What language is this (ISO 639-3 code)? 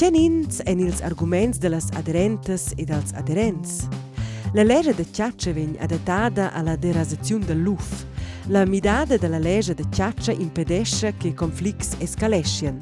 roh